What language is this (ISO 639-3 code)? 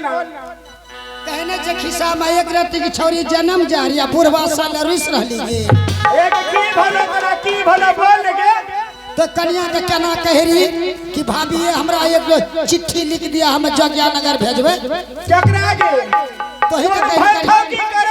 anp